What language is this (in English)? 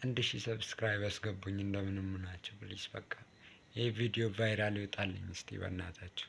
Amharic